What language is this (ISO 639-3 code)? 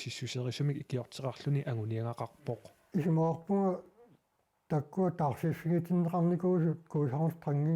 kal